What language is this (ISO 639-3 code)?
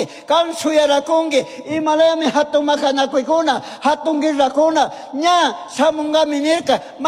qug